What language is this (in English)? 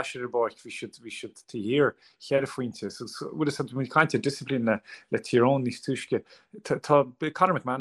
Irish